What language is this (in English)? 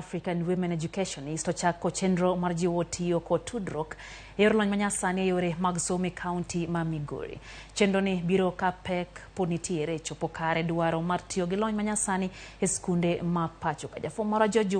Luo (Kenya and Tanzania)